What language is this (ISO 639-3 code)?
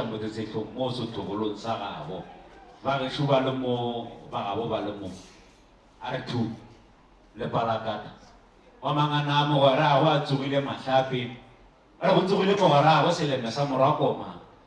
nso